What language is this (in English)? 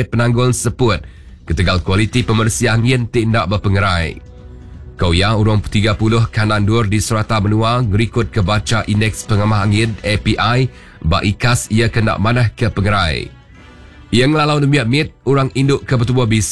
Iban